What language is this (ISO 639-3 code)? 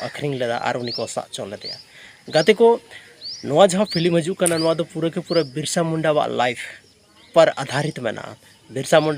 sat